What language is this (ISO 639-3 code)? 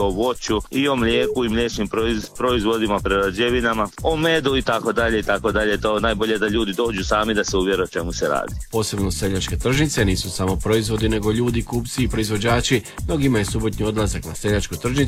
hrv